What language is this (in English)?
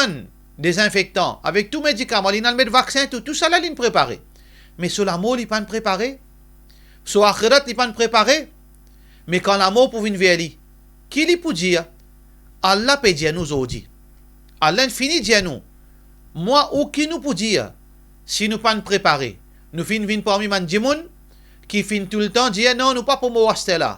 Morisyen